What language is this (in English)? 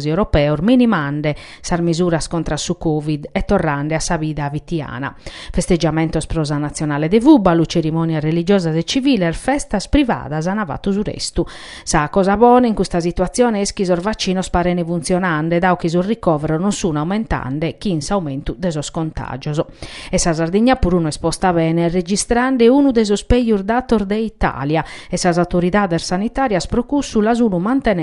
Sardinian